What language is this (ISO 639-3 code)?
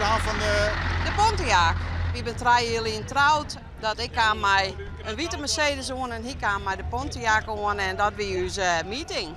fry